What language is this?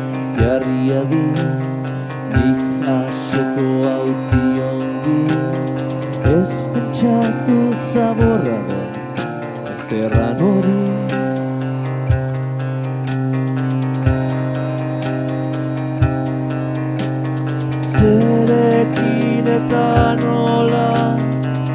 Basque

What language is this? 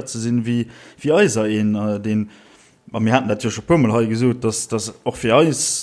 Luxembourgish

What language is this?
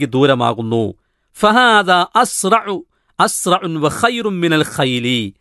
Malayalam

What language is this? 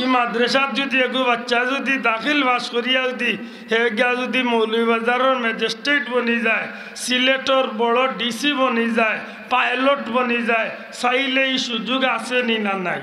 Sylheti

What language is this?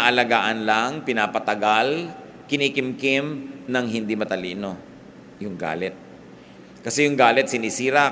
Filipino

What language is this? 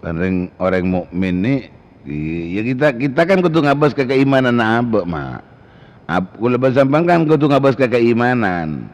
Madurese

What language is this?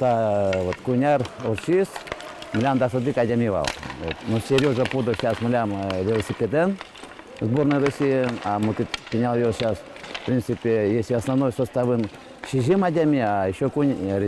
Udmurt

